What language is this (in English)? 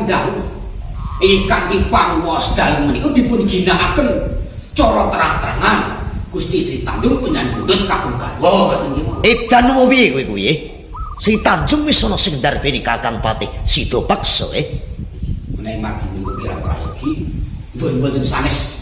Javanese